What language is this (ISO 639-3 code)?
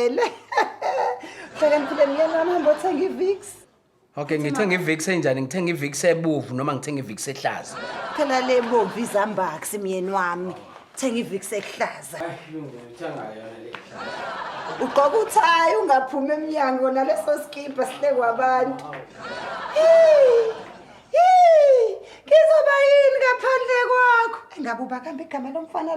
zul